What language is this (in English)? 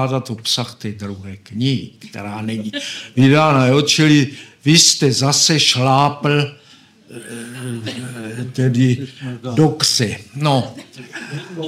Czech